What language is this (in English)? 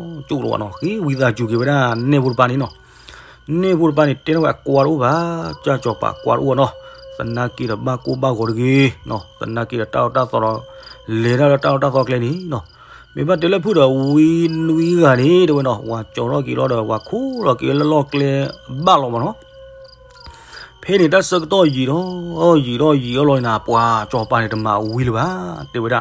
S'gaw Karen